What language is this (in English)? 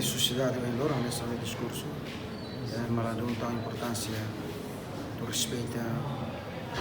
Tetum